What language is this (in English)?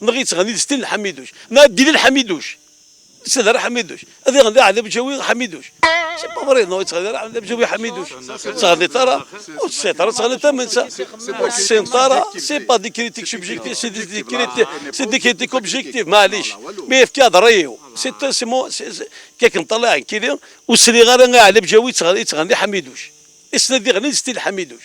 Kabyle